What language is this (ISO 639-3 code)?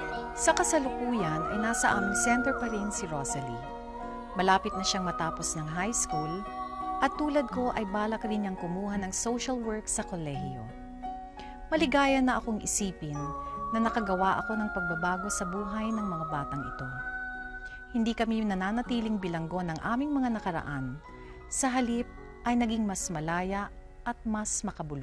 fil